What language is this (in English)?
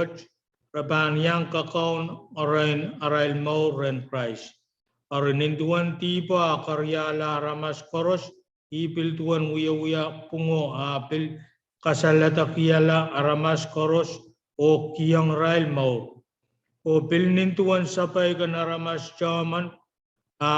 Pohnpeian